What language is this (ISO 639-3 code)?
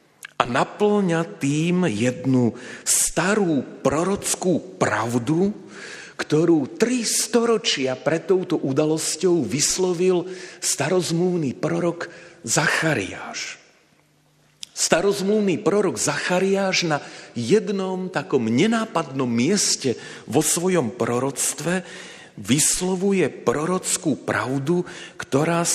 slk